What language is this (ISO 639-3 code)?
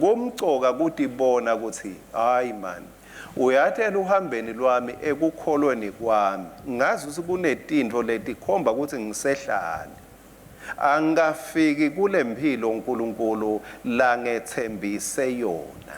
ssw